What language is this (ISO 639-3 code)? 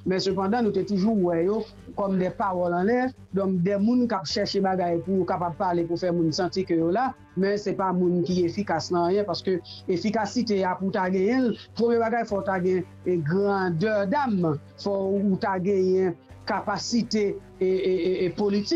hat